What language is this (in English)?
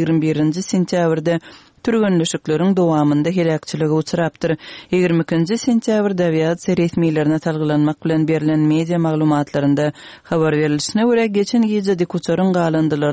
Kyrgyz